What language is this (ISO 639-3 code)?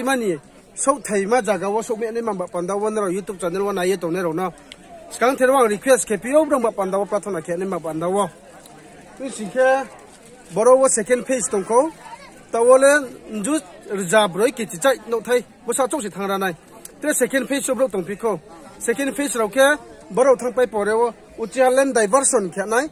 ria